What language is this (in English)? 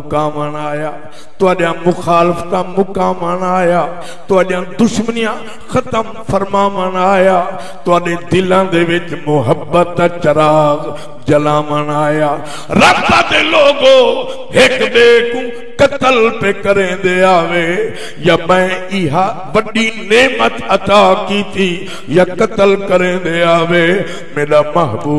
Saraiki